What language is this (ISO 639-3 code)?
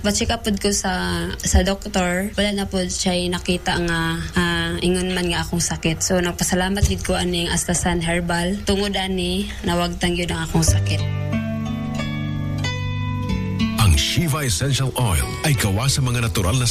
ceb